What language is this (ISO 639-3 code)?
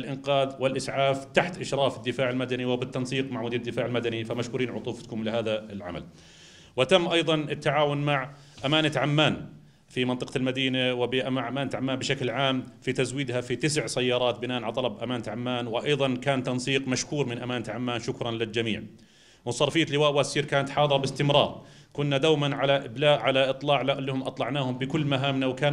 apc